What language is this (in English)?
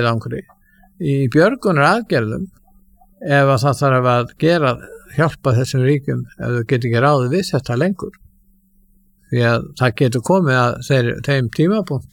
Icelandic